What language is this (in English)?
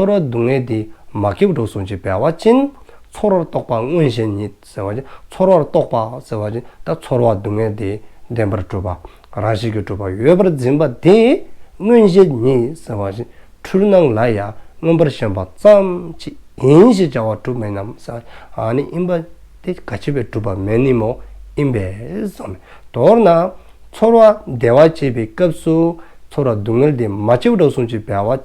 Dzongkha